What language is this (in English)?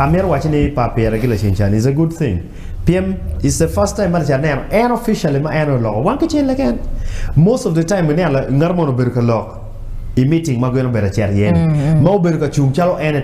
Acoli